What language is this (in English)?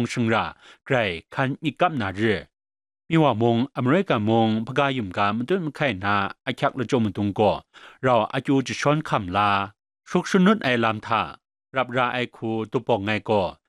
Kachin